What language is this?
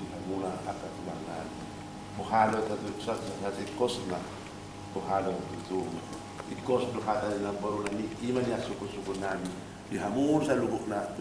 Batak Toba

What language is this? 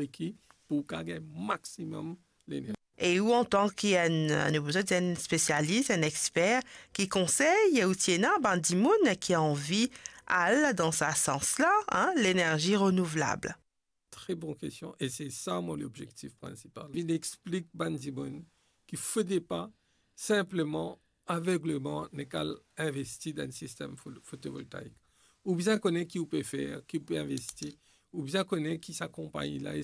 Morisyen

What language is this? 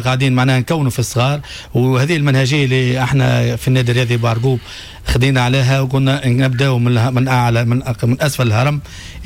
Tunisian Arabic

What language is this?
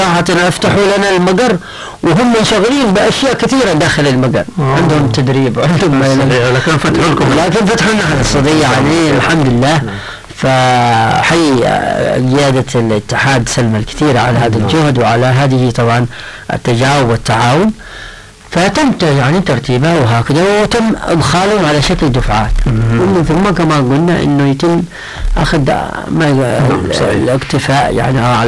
Arabic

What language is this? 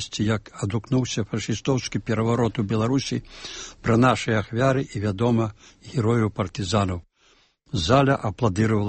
Belarusian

